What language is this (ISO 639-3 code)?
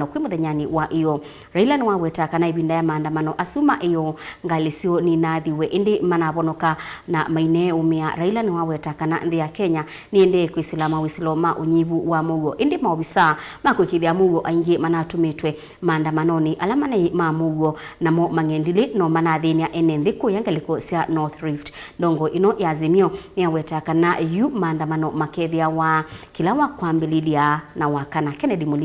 kam